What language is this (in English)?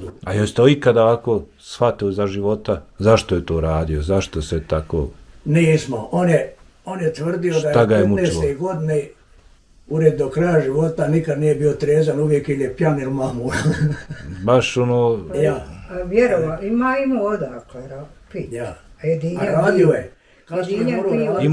Bosnian